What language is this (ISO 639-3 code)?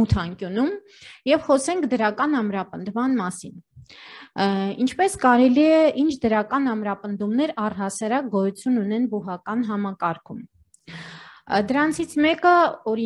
hye